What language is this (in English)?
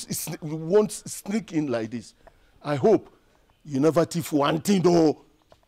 Nigerian Pidgin